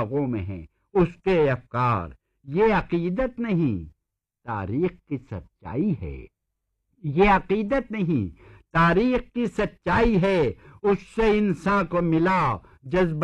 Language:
Urdu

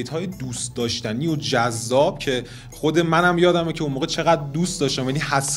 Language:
Persian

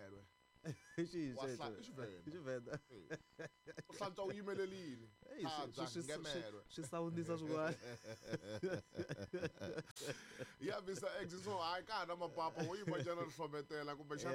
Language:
Tsonga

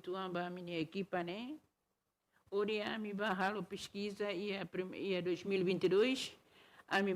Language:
Tetum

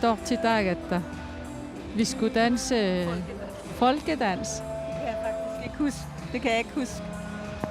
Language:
Kalaallisut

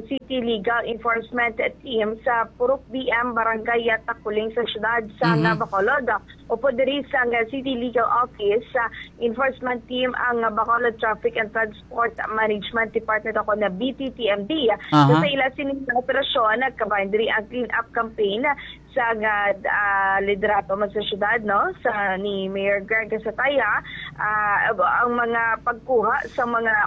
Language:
Hiligaynon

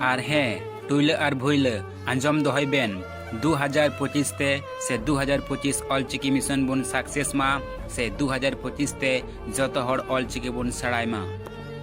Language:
Santali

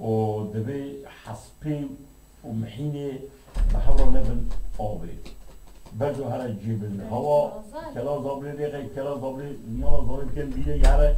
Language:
Kurdish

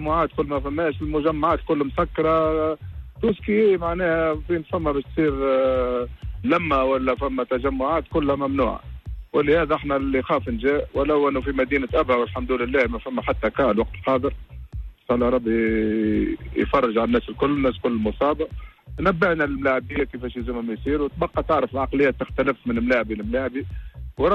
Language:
Tunisian Arabic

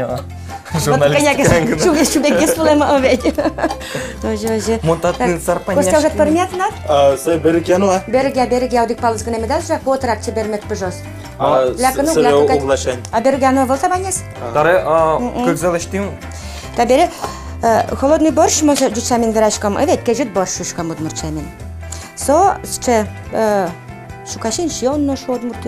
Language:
Udmurt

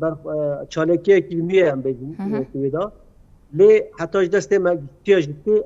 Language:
Kurdish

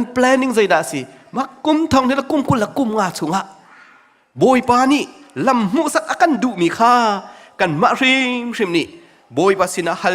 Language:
Hakha Chin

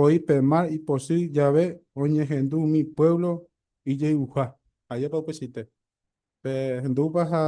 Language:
Guarani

